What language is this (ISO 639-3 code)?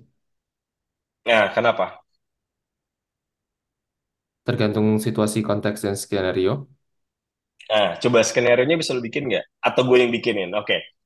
ind